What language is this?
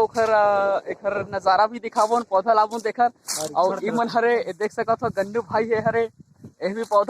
Chhattisgarhi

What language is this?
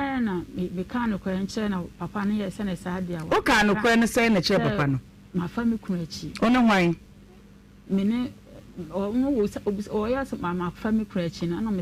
Akan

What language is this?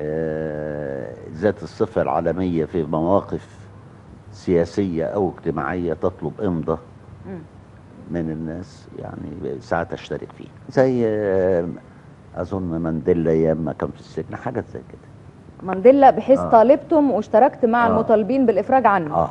Egyptian Arabic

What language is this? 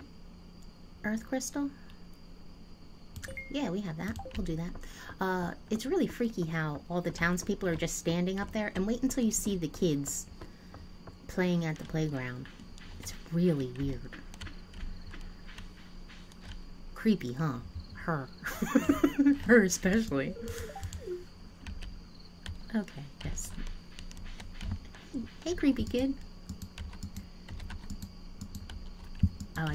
English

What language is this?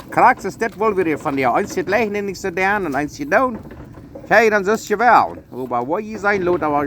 Plautdietsch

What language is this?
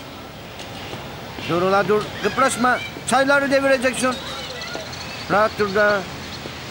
Turkish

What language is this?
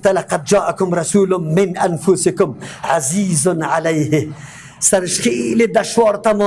Persian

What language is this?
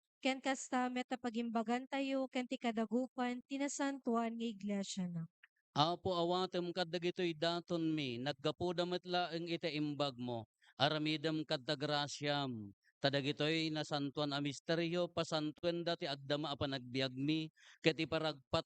Iloko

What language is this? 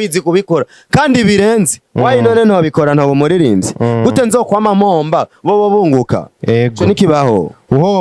Rundi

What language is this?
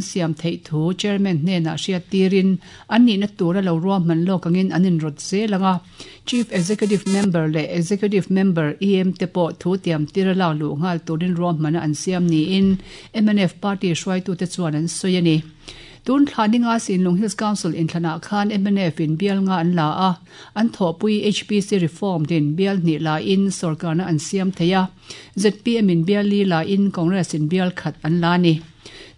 Mizo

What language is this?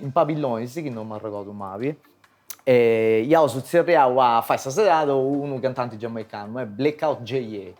Sardinian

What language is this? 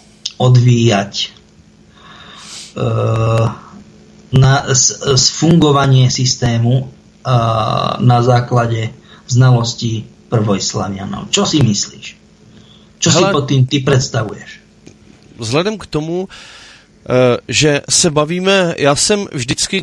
Slovak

